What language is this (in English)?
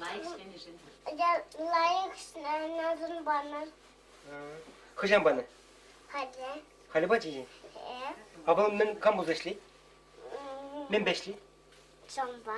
Chuvash